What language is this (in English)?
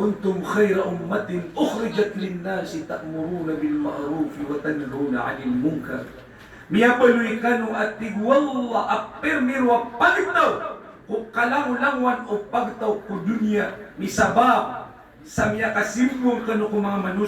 Maranao